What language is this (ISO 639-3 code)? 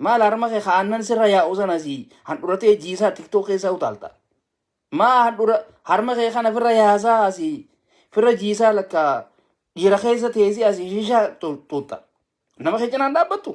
orm